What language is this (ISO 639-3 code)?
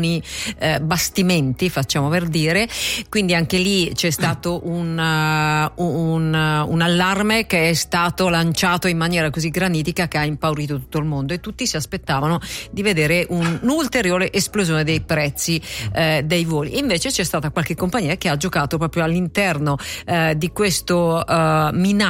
ita